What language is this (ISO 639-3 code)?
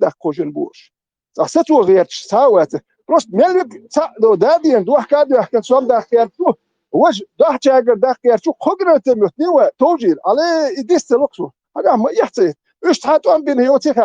che